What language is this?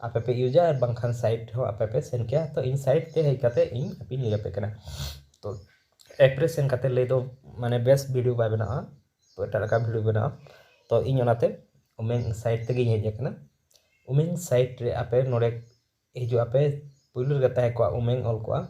Santali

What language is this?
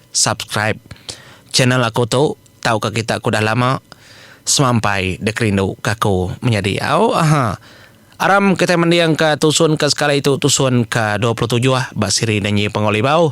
Iban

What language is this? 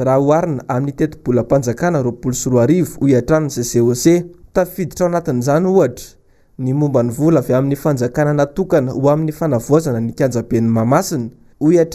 Malagasy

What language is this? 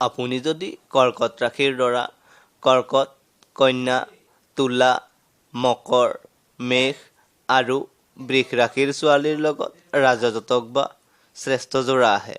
Assamese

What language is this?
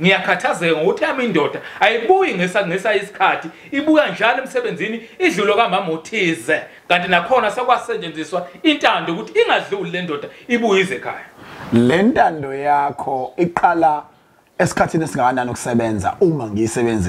Zulu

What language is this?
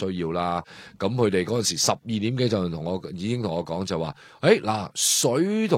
Cantonese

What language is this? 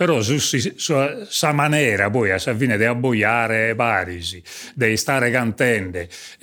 Sardinian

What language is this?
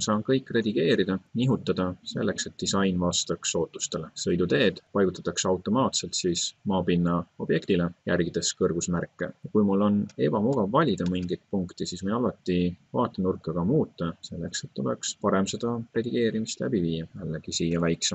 Estonian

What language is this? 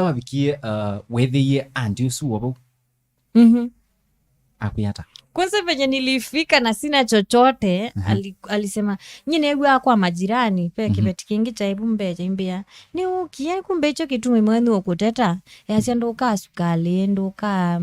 Kamba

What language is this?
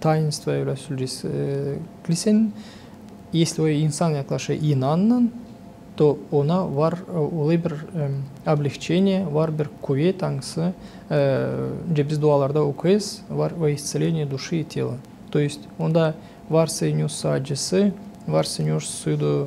Gagauz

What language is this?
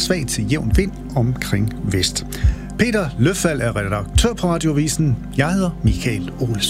Danish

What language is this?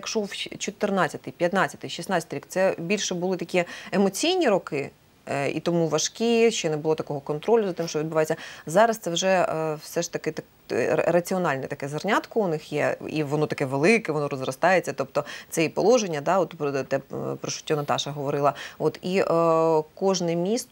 Ukrainian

